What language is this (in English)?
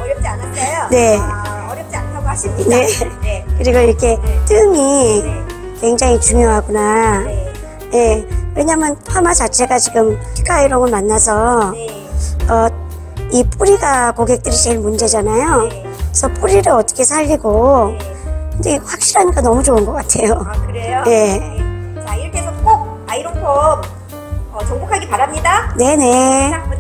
Korean